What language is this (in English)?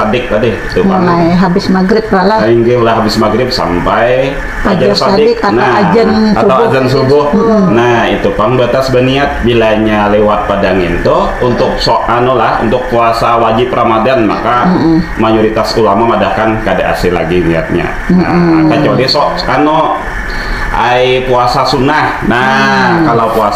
Banjar